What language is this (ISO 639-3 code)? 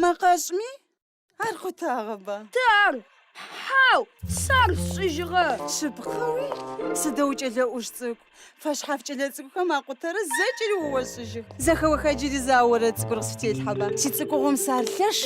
ady